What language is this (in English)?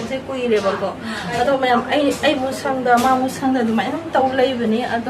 Manipuri